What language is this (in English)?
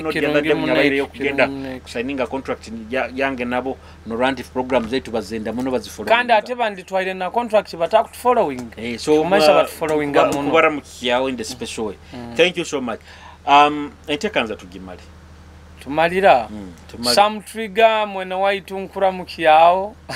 Nyoro